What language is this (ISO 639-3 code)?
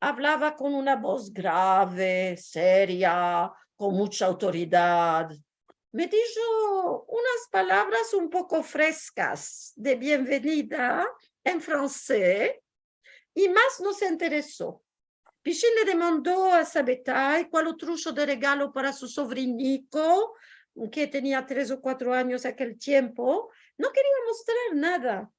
lad